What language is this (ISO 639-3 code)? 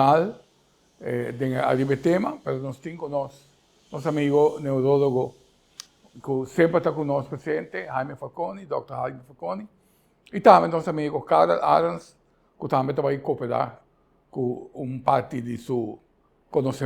pap